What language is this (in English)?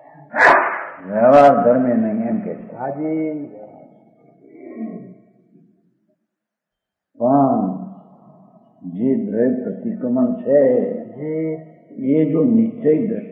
Gujarati